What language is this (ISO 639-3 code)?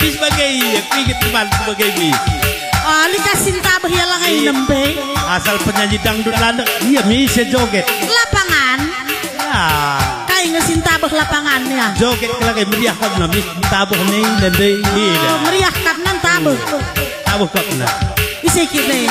btx